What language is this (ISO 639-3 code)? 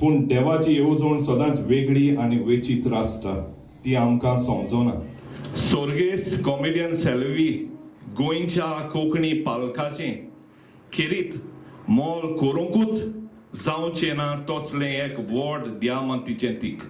kok